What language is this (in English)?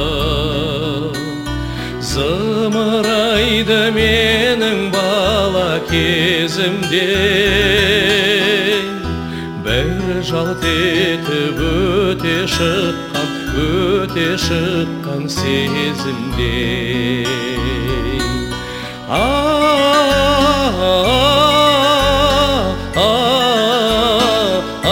Kazakh